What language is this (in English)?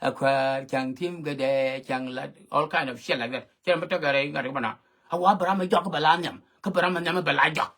Nuer